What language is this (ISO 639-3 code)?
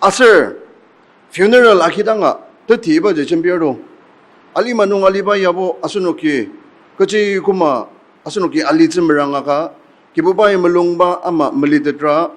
njo